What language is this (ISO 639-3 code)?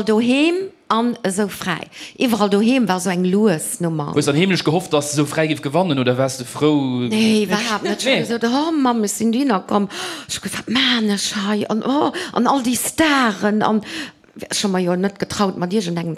ltz